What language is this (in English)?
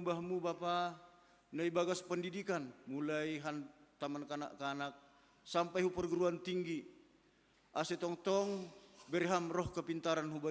Batak Simalungun